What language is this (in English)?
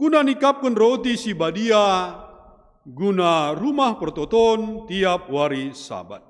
Batak Karo